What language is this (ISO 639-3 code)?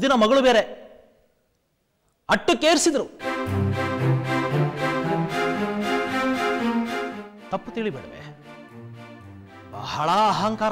kan